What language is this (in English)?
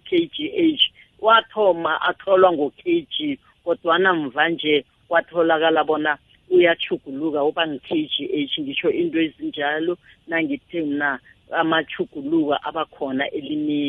South Ndebele